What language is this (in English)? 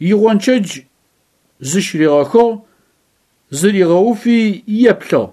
Adyghe